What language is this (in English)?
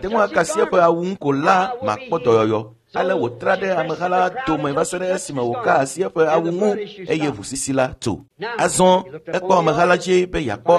Ewe